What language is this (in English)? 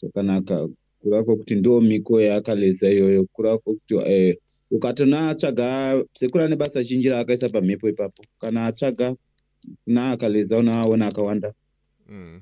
Shona